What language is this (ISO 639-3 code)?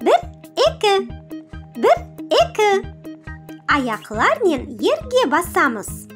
crh